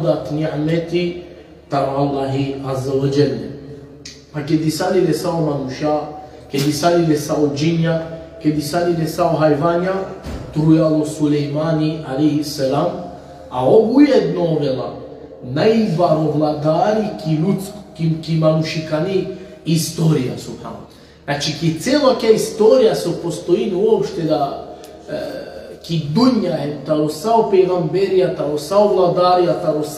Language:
Balkan Romani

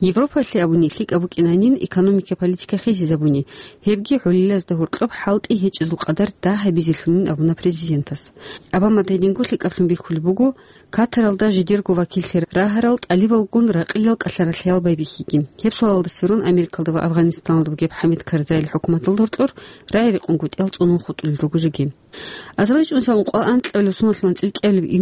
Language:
Avaric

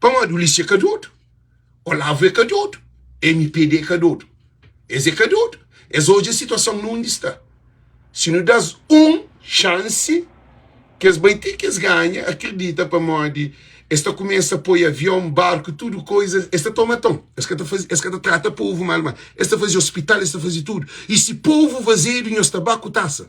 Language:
Kabuverdianu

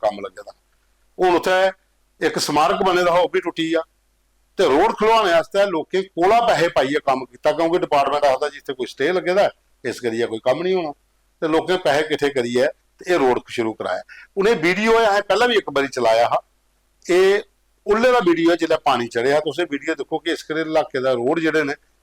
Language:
Dogri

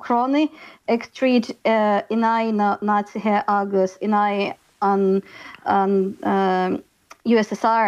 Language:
Irish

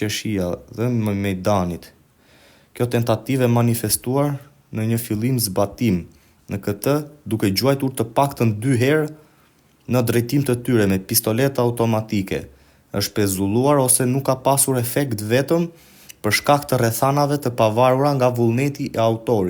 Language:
Albanian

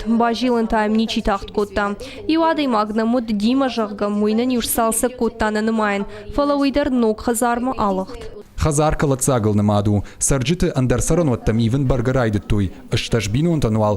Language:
Ossetic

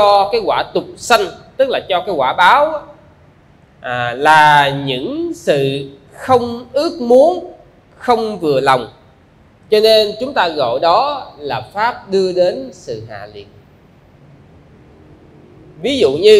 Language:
Vietnamese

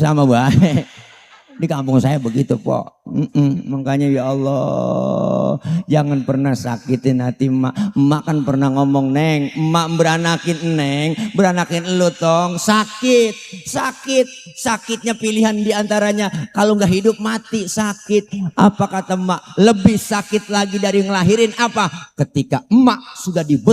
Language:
Betawi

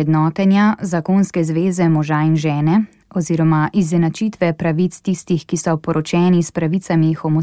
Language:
Slovenian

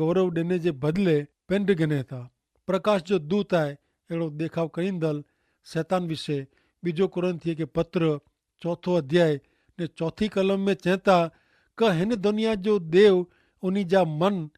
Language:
Kachhi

